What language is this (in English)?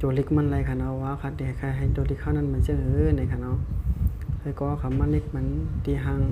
Shan